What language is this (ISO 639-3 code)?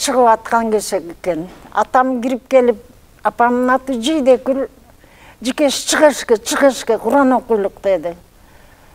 kir